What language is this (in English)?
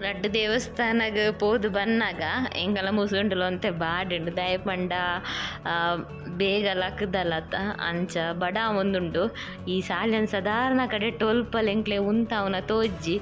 Tulu